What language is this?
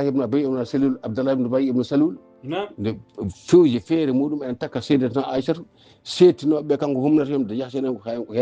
Fula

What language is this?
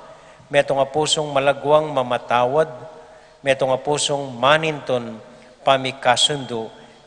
Pampanga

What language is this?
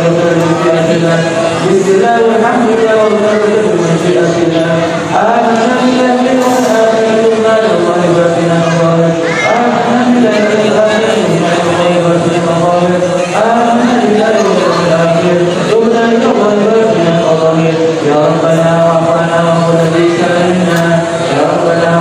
Arabic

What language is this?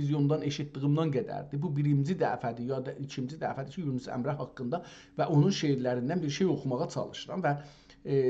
South Azerbaijani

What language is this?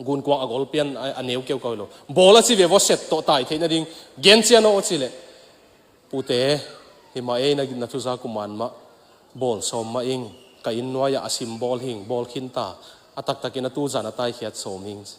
Tedim Chin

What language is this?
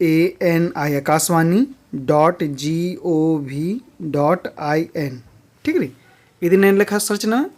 Kurukh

